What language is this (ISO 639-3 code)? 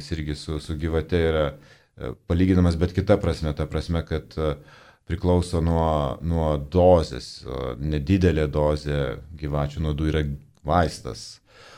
lit